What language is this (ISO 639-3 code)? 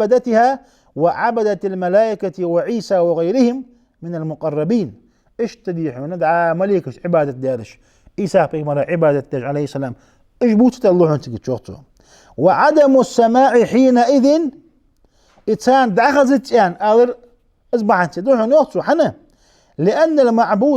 inh